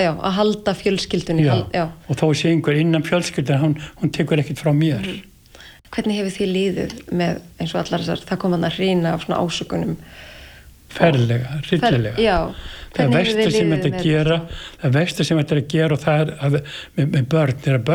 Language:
Icelandic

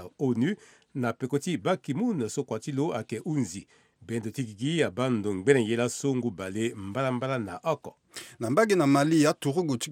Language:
Sango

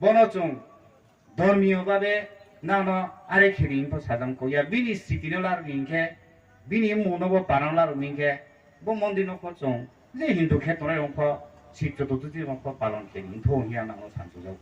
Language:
Riang (India)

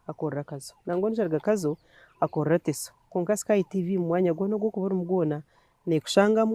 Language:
Nyankole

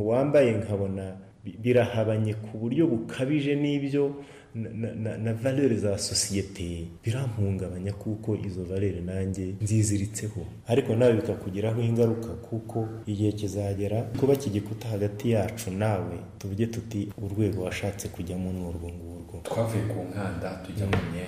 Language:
Kinyarwanda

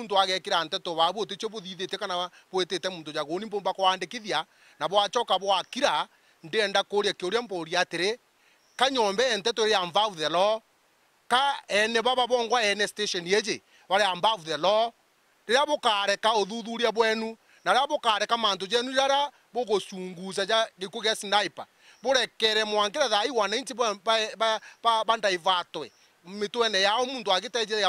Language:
Meru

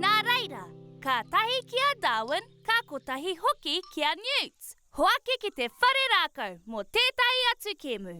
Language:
Māori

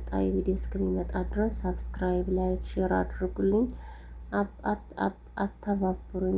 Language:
Amharic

